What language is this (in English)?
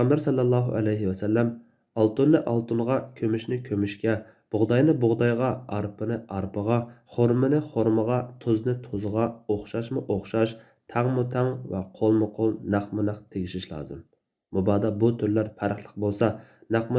Uyghur